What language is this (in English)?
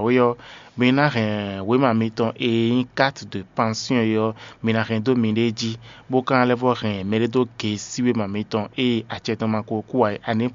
Fon